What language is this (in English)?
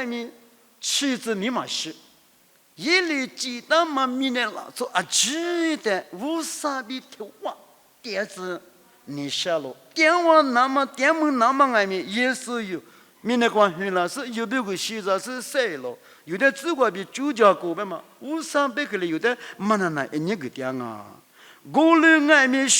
Lisu